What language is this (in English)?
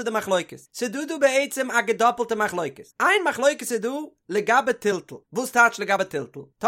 Yiddish